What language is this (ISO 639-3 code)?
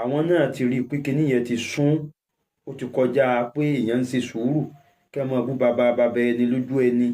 yor